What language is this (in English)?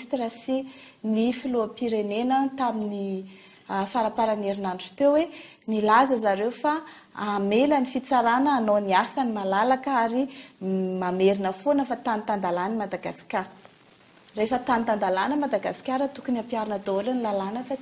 Malagasy